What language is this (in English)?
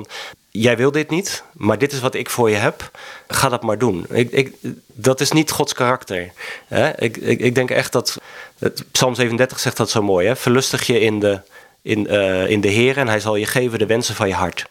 Dutch